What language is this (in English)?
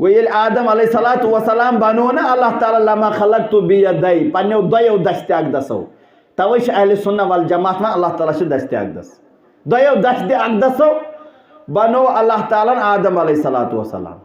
Kashmiri